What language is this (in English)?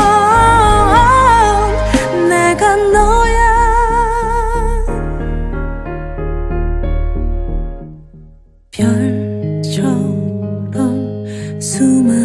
Korean